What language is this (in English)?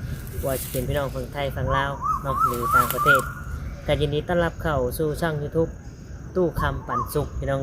Northeastern Thai